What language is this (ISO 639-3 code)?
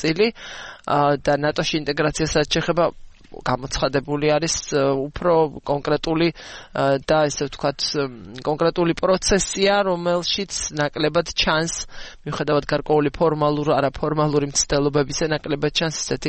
kat